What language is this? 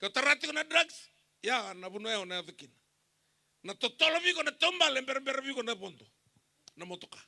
Fijian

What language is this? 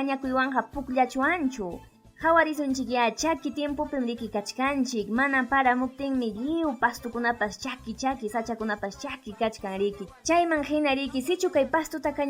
Ayacucho Quechua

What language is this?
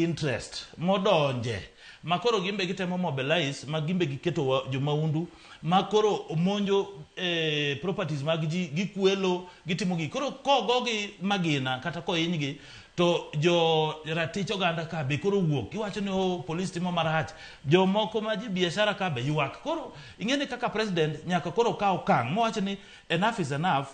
Luo (Kenya and Tanzania)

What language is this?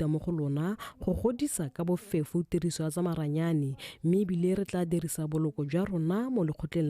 Tswana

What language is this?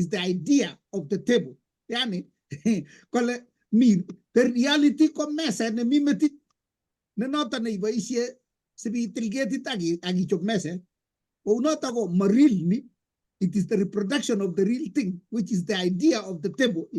Kalenjin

